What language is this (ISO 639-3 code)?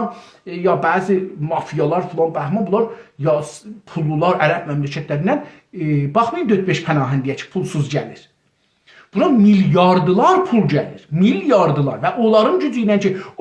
azb